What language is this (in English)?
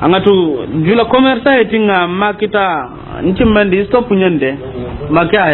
Soninke